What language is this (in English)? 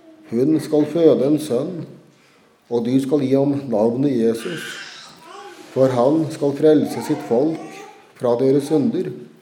Norwegian